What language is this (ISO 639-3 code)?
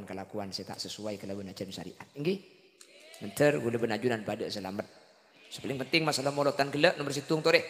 mad